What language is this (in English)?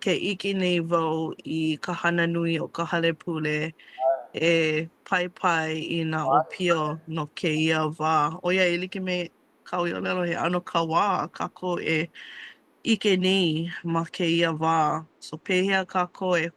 Hawaiian